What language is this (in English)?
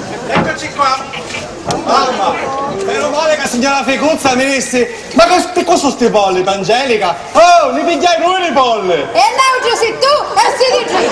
Sicilian